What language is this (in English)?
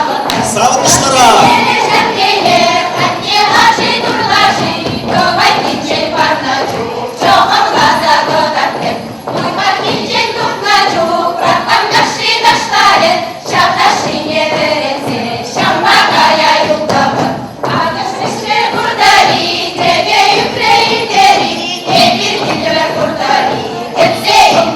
Chuvash